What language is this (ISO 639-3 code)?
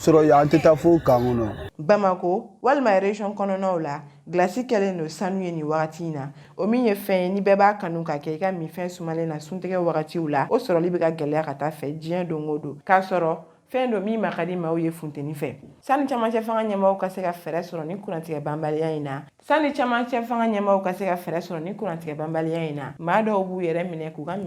bam